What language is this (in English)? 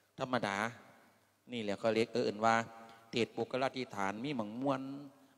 Lao